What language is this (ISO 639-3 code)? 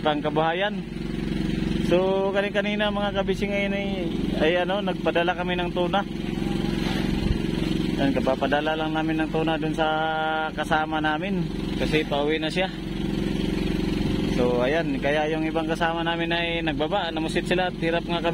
fil